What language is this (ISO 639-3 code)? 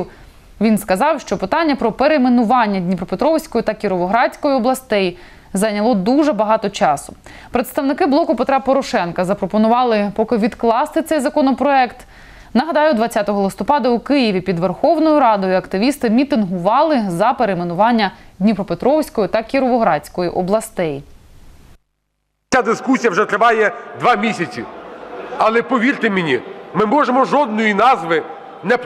ukr